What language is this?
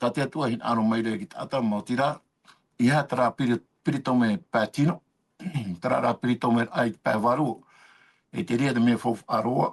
Tahitian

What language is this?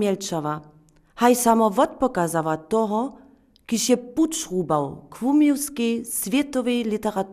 Upper Sorbian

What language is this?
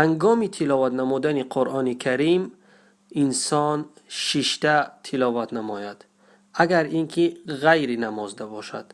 Tajik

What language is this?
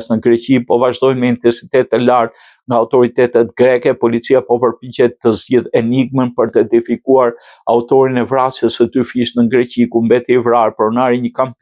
Albanian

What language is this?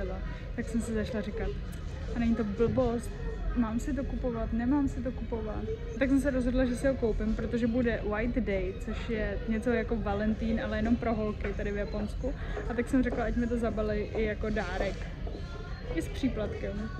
Czech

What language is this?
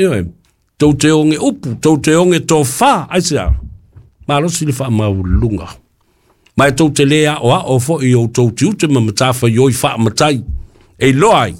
Samoan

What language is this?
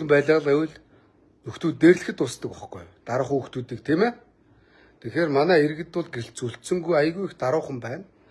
Mongolian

